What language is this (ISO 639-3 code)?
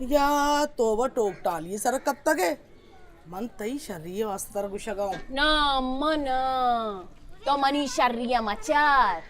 bal